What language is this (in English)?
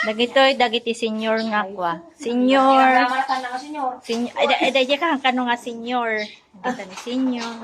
Iloko